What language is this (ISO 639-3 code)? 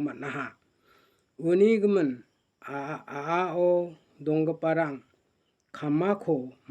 grt